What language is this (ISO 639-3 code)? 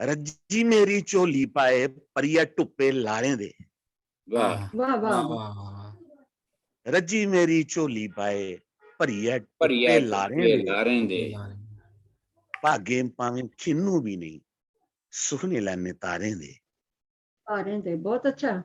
doi